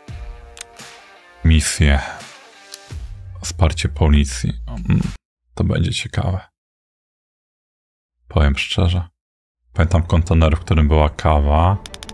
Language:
Polish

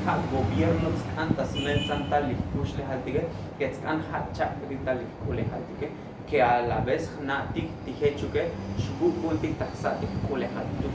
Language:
Tzotzil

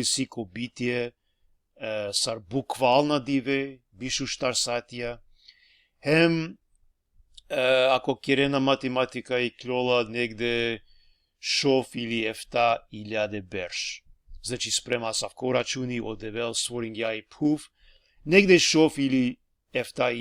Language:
Balkan Romani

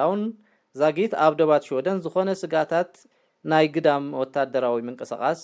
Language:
Tigrinya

